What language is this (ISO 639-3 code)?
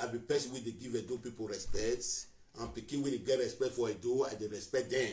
pcm